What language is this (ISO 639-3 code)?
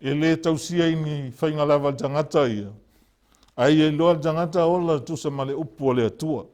smo